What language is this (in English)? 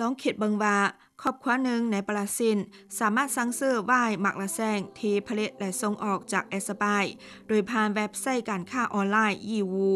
Lao